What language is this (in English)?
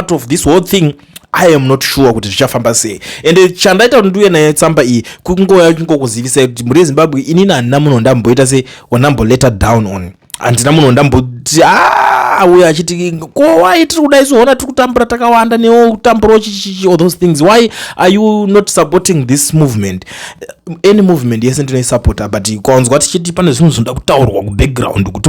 Shona